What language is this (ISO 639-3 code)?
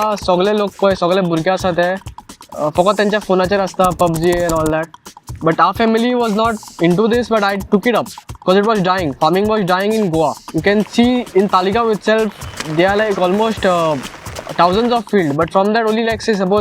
kok